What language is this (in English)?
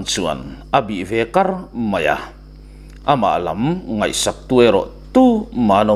Mizo